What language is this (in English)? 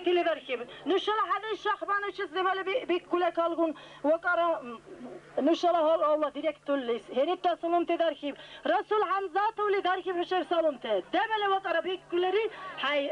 Dargwa